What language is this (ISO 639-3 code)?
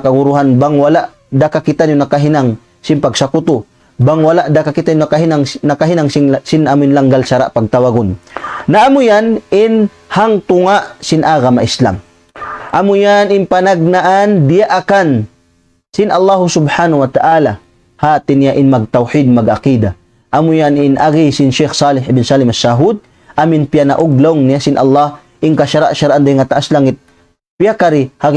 tsg